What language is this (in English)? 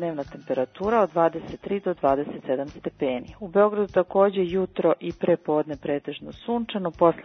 Serbian